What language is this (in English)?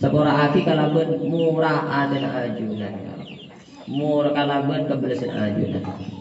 Madurese